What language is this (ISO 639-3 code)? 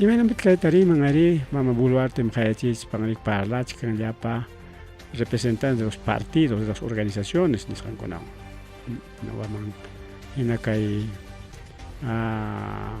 quy